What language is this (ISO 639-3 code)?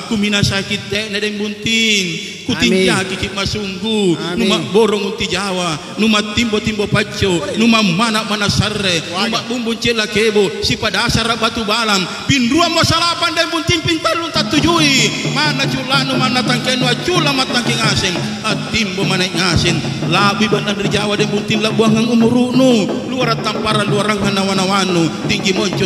mak